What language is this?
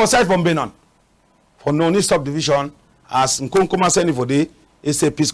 Cameroon Pidgin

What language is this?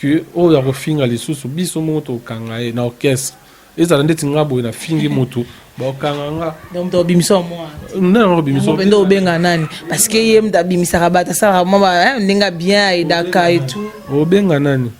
Lingala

